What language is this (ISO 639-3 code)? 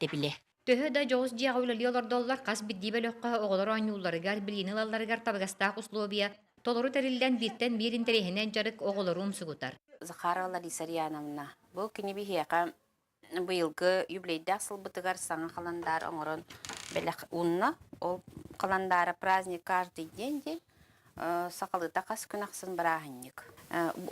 sah